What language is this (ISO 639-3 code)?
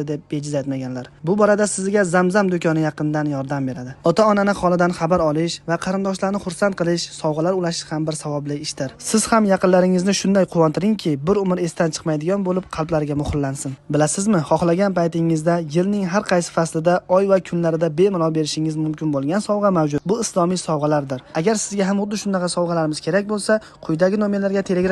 uzb